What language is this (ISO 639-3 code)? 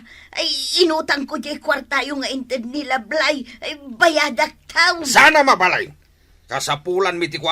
ilo